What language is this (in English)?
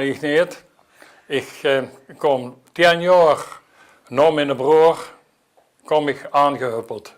Limburgish